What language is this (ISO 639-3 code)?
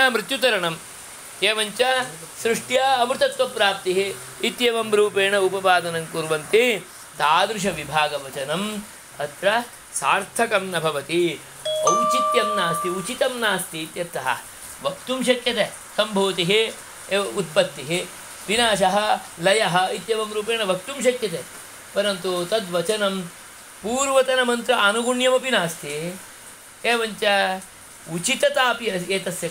san